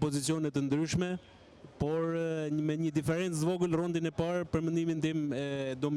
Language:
Albanian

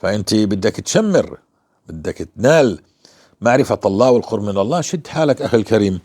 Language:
North Levantine Arabic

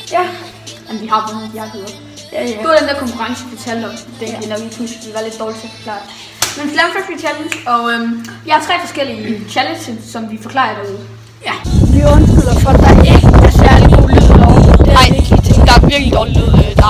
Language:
Danish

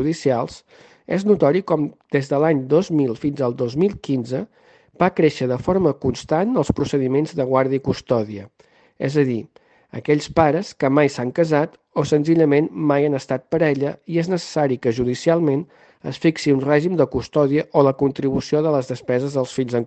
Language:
Catalan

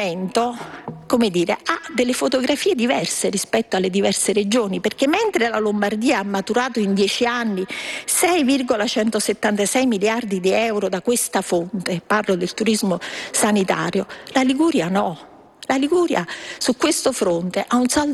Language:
Italian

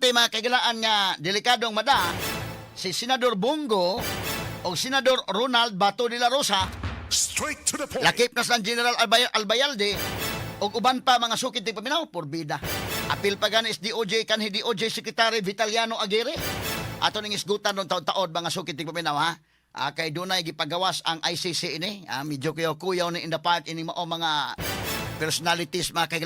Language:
Cebuano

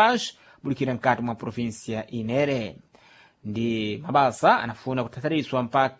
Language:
Sena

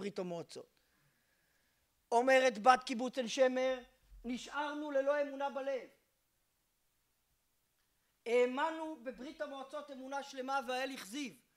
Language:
Hebrew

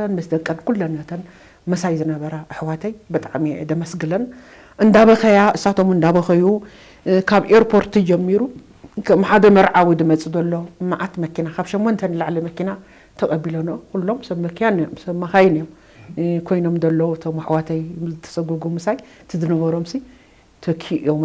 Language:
Tigrinya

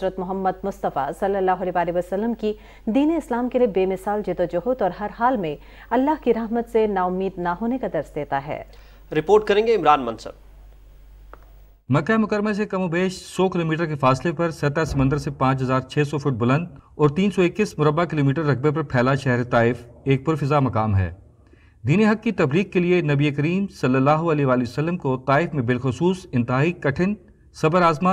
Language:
Urdu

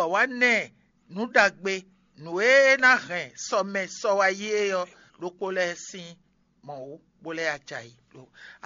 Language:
Fon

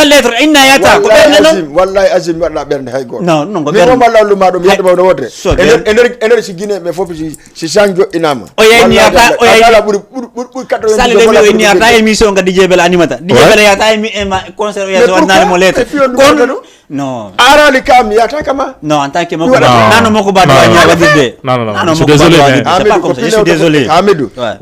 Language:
Fula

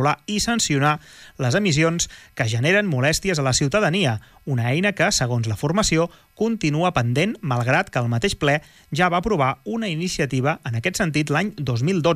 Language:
Catalan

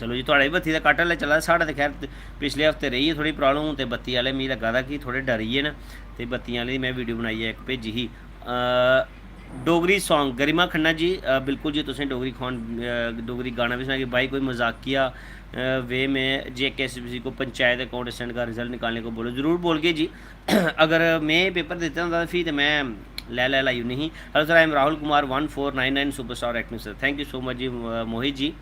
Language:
Dogri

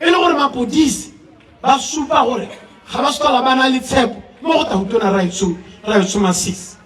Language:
Tswana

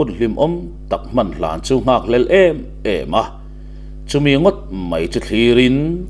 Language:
Mizo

